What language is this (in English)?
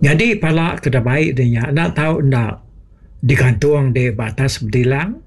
Iban